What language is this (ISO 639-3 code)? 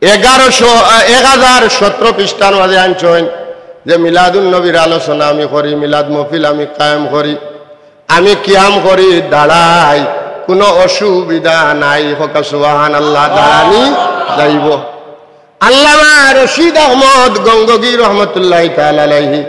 syl